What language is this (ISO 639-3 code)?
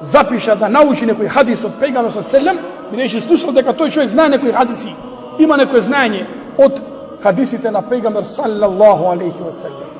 mkd